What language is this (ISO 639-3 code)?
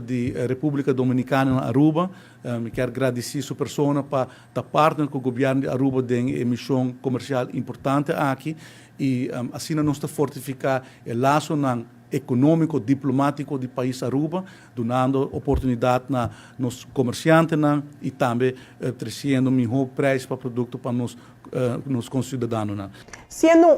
pap